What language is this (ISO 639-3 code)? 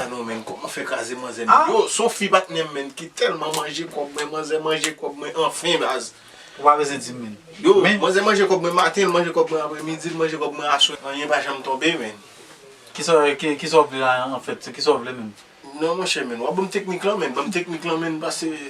hat